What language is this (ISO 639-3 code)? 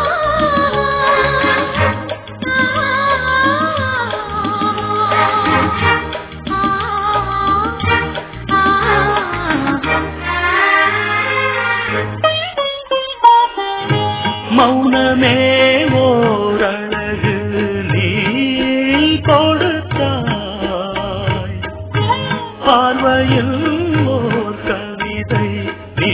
tam